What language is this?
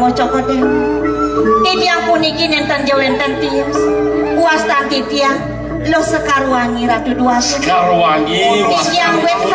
Balinese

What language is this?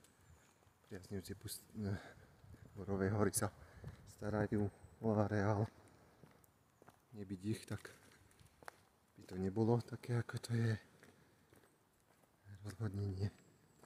Slovak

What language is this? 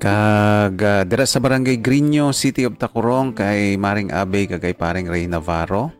Hiligaynon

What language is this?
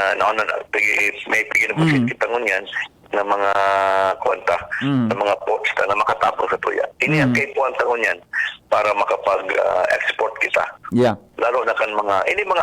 Bikol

